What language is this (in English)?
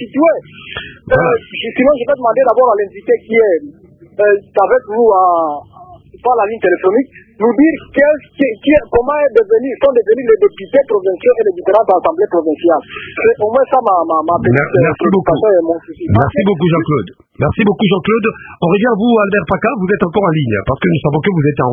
French